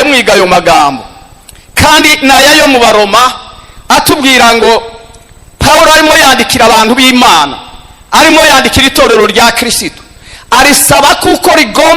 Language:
Kinyarwanda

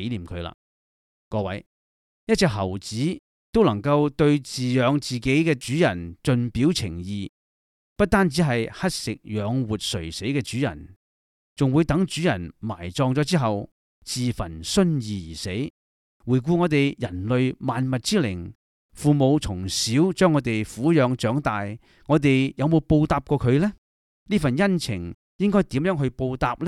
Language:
Cantonese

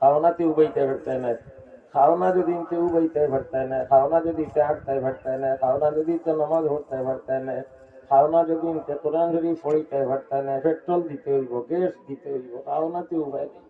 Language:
Sylheti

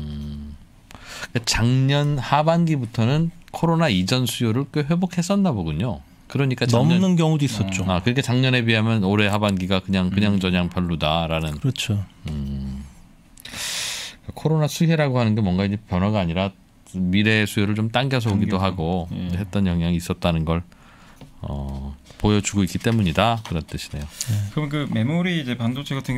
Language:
Korean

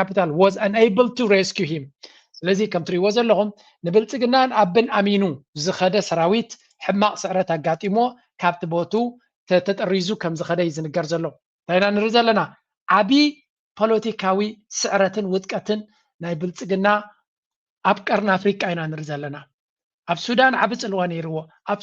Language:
Tigrinya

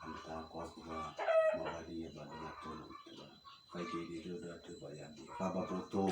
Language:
Nias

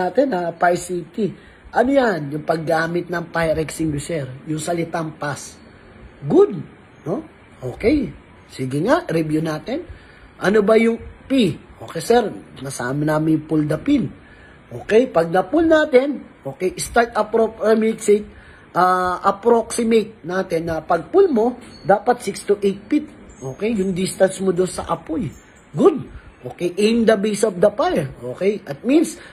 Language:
Filipino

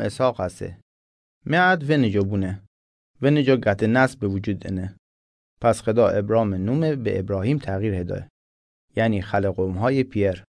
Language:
Mazanderani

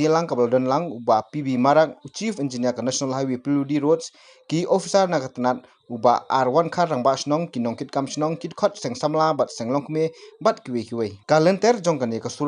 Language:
Khasi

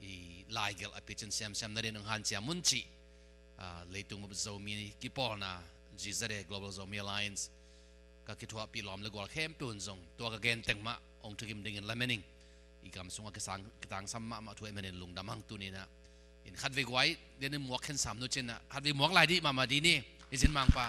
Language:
Tedim Chin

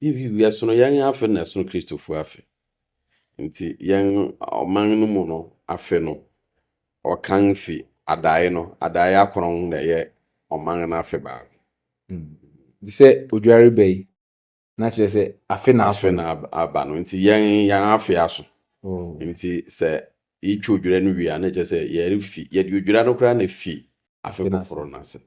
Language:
Akan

